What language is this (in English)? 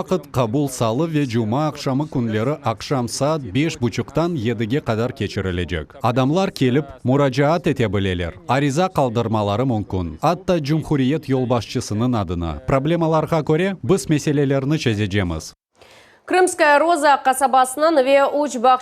Crimean Tatar